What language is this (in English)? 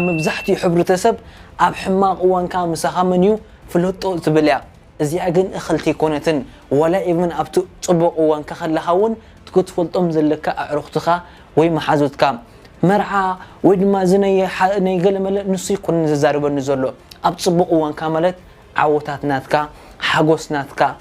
Tigrinya